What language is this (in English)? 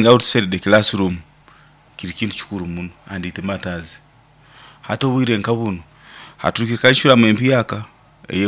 Nyankole